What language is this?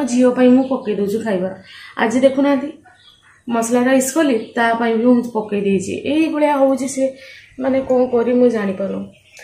Odia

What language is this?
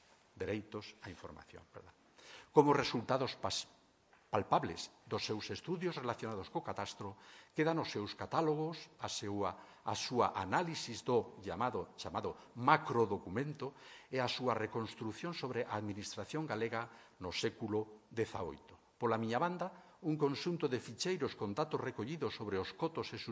Galician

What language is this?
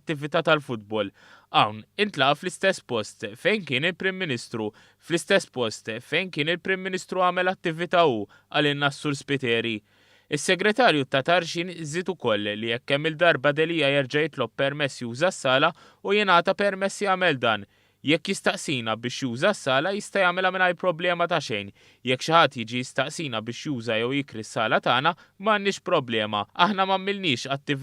Maltese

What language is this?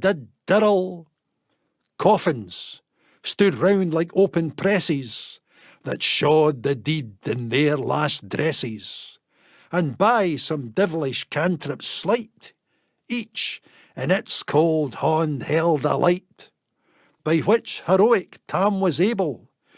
Scots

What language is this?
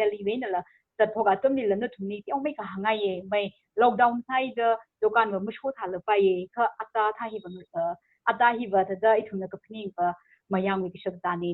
Tangkhul Naga (India)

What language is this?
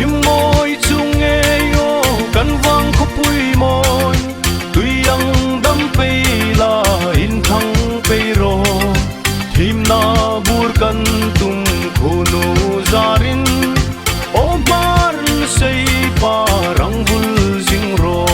Hmar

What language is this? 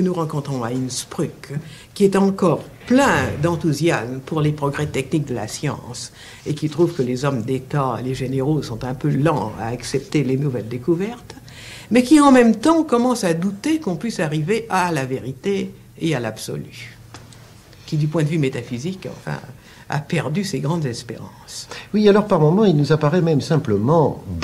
French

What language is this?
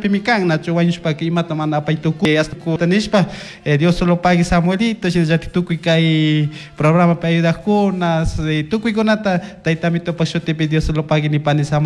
Chimborazo Highland Quichua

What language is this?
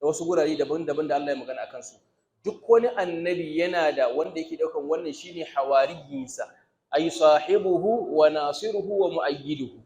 Hausa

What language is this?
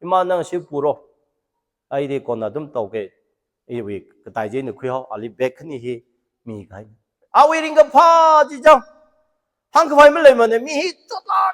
Tangkhul Naga (India)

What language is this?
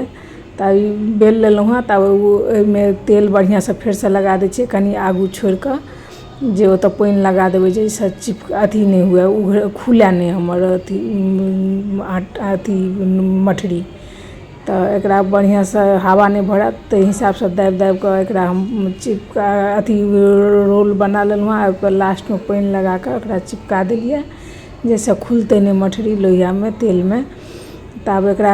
Maithili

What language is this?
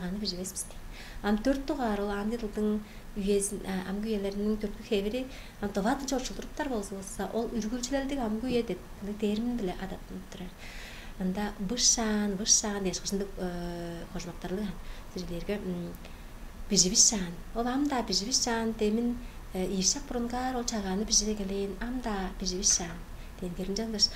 Tuvinian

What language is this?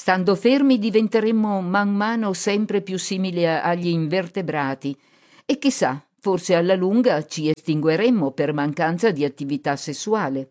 Italian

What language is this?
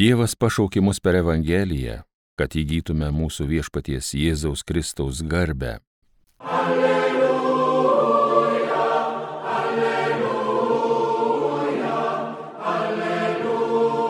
Lithuanian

